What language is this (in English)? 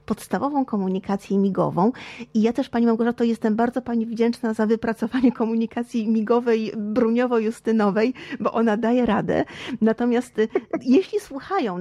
Polish